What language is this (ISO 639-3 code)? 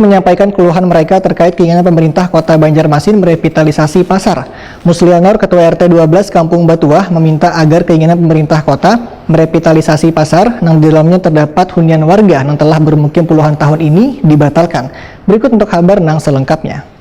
bjn